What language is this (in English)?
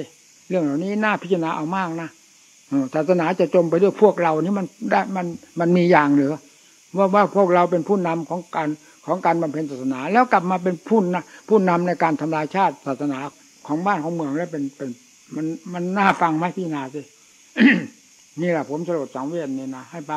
Thai